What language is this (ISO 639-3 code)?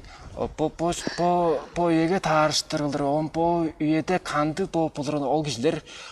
tyv